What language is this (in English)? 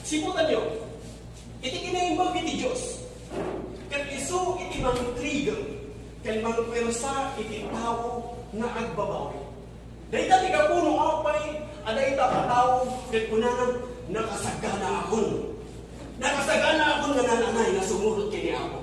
Iloko